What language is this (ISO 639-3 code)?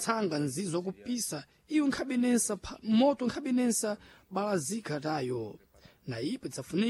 seh